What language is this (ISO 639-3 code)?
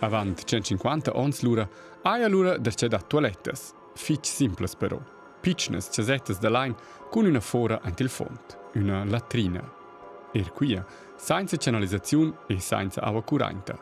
roh